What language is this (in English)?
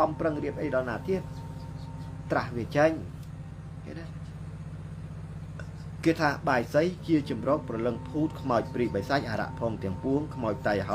Khmer